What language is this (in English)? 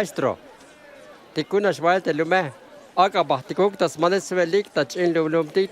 Tzeltal